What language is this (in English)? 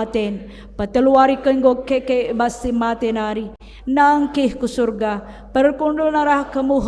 Batak Karo